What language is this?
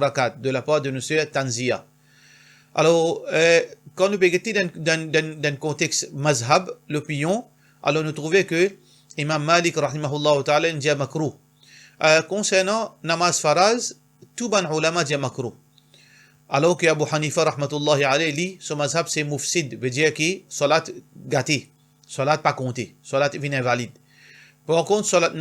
Morisyen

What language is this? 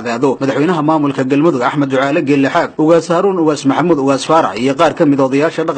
Somali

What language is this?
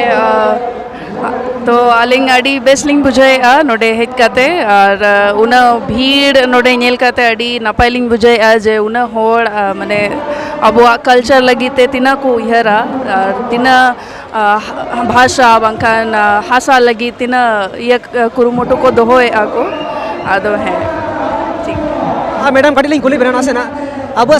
Santali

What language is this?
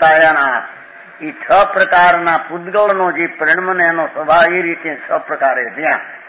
Gujarati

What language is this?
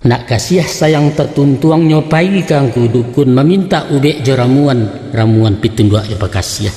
Minangkabau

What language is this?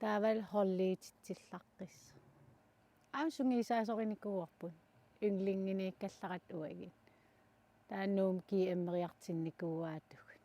Kalaallisut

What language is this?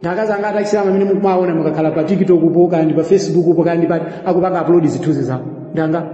Nyanja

